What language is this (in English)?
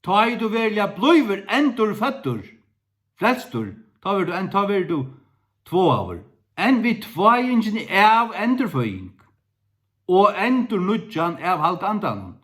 Faroese